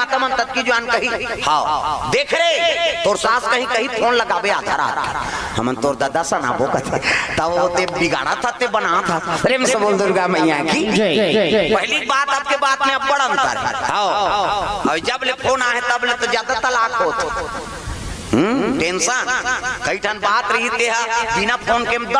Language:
Chhattisgarhi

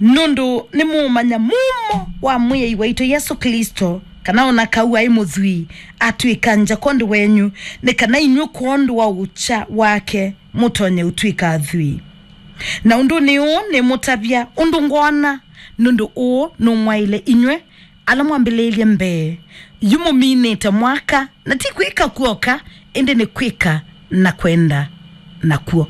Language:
Kamba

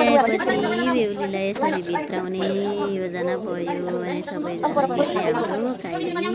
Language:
Nepali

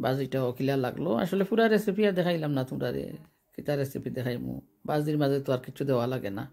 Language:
Sylheti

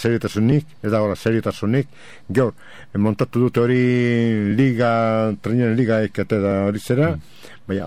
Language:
Basque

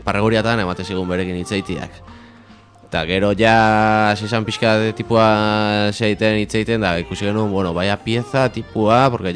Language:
Basque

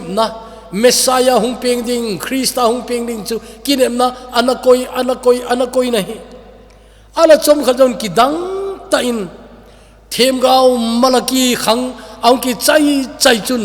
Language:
Thado Chin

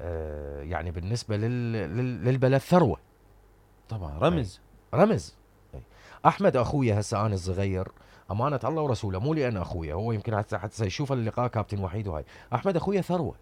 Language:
Mesopotamian Arabic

